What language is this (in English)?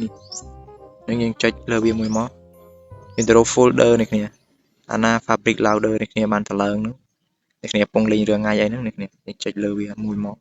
Khmer